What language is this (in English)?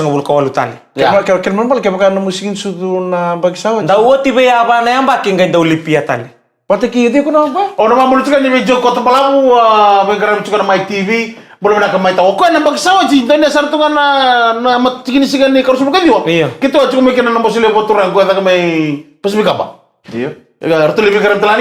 Fijian